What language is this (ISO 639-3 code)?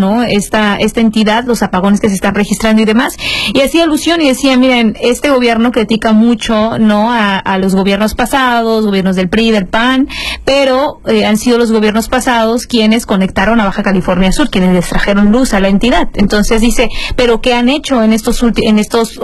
spa